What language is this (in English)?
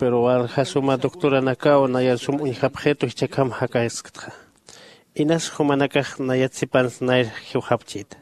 Aymara